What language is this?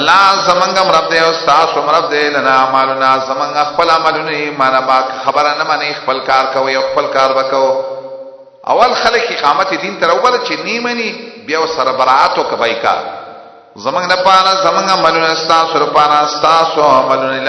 Pashto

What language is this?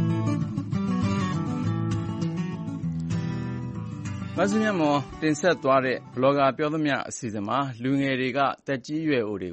Burmese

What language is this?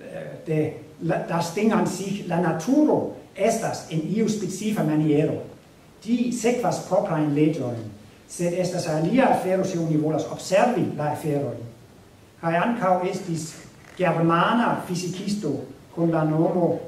Esperanto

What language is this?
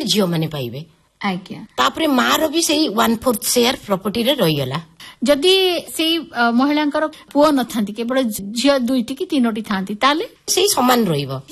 Odia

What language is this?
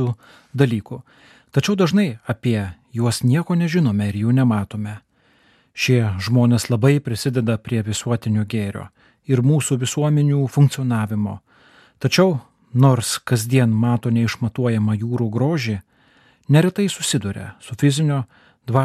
Lithuanian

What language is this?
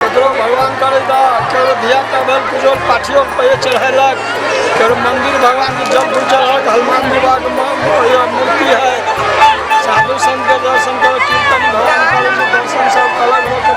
Maithili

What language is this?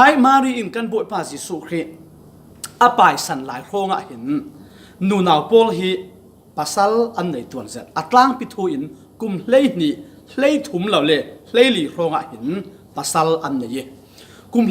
Falam Chin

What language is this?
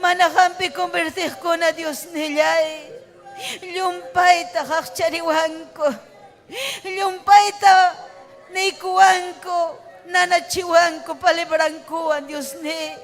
Ayacucho Quechua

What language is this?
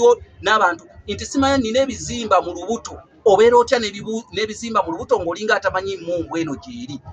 Ganda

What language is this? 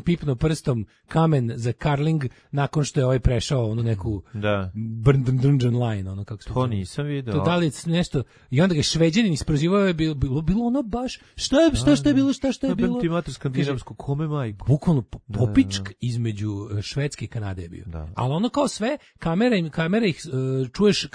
Serbian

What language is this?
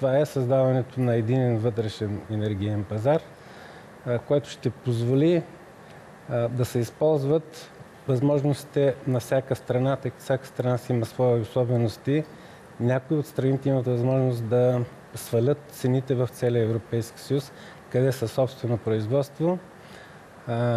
Bulgarian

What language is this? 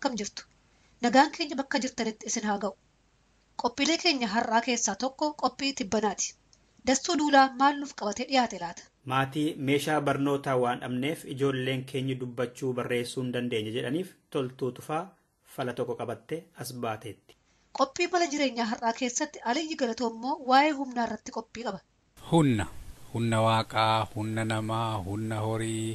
Oromo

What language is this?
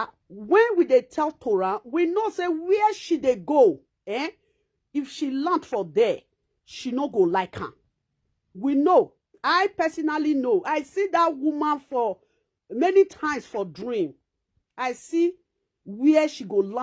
Nigerian Pidgin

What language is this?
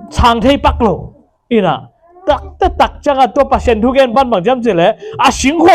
Tedim Chin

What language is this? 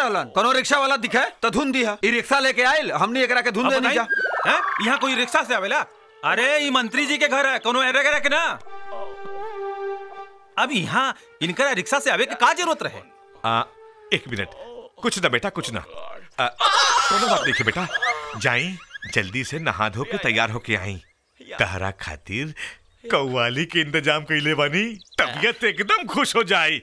Bhojpuri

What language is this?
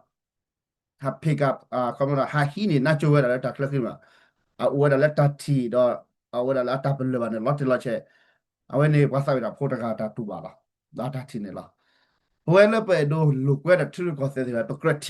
S'gaw Karen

